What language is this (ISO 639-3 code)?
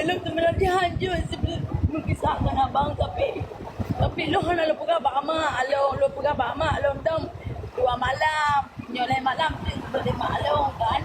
ace